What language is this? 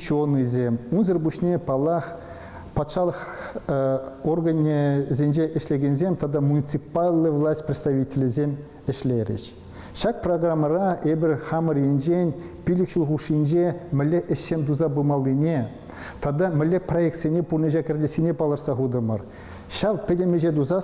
Chuvash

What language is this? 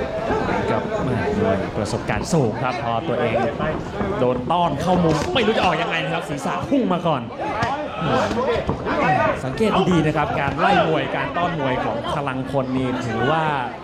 Thai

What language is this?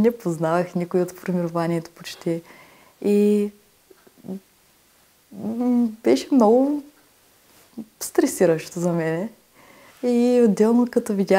Bulgarian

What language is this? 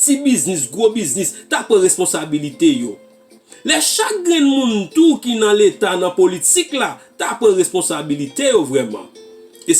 Haitian Creole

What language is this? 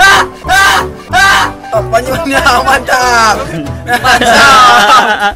Minangkabau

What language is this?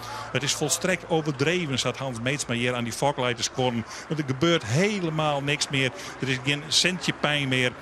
Western Frisian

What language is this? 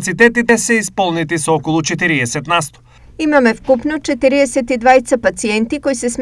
Macedonian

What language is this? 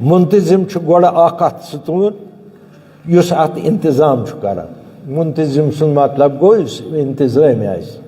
Kashmiri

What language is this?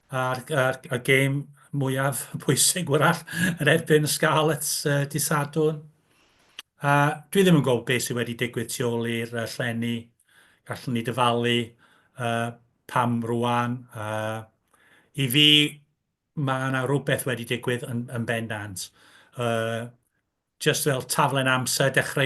Welsh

